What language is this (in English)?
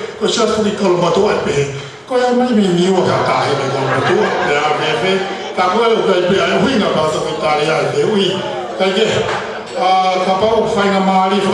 Tongan